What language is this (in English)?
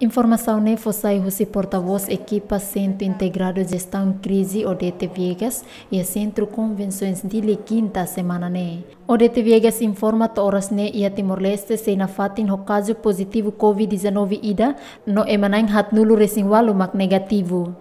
Tetum